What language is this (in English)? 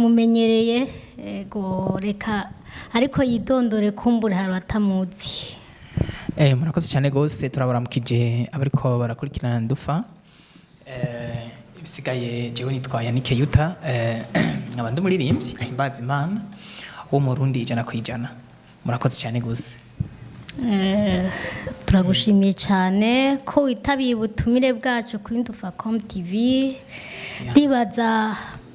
Rundi